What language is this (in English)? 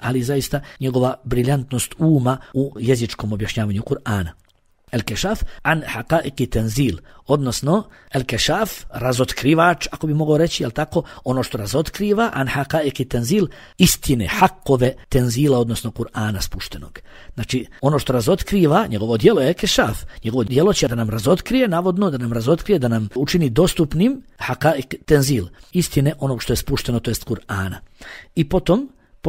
Bosnian